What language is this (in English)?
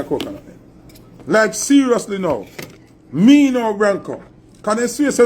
Jamaican Creole English